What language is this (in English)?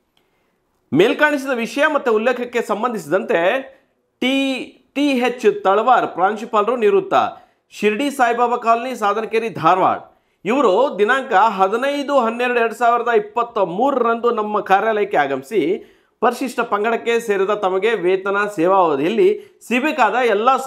Kannada